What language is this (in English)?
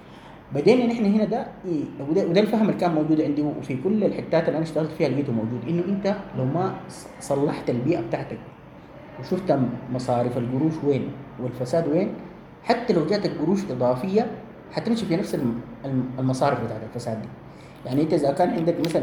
Sudanese Arabic